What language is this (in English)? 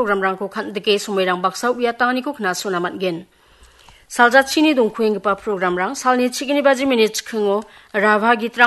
Garo